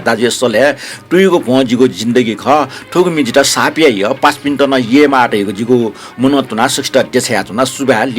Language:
Newari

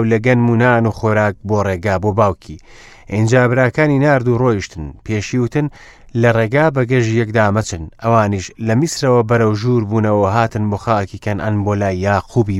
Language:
Central Kurdish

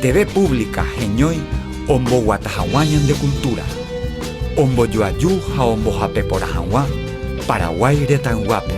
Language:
Guarani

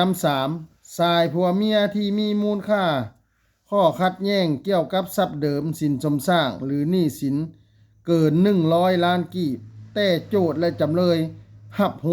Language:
Lao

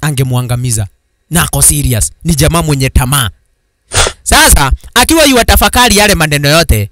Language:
Swahili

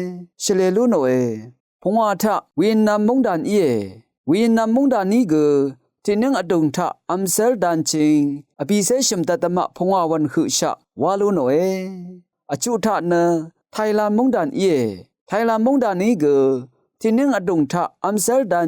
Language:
Rawang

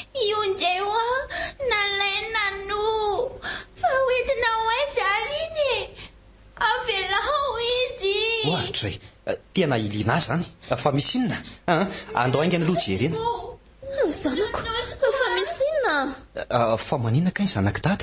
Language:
Malagasy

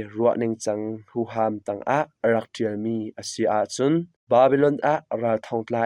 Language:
Hakha Chin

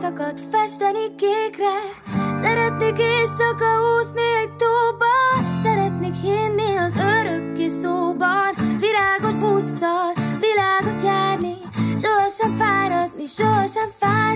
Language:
Hungarian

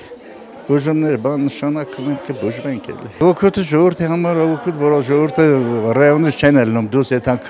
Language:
Armenian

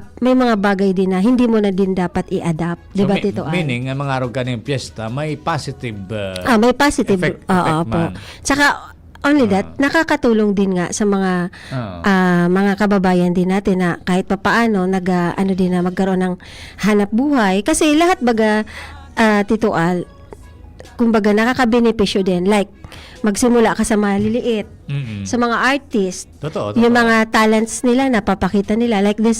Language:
Bikol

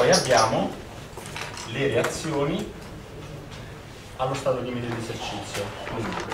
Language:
Italian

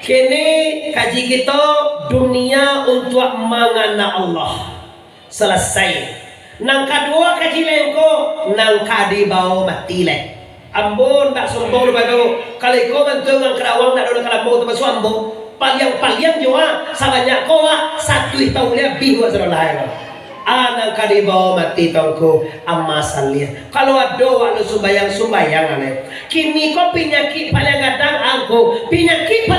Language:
Minangkabau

